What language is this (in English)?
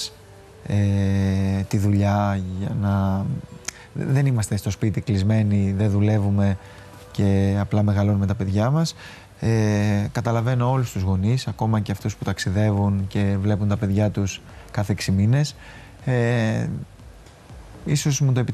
Greek